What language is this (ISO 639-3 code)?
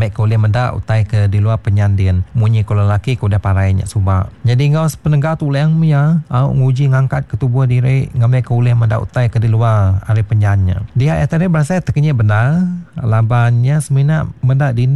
iba